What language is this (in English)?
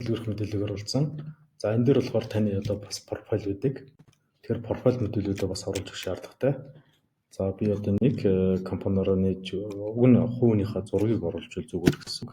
Mongolian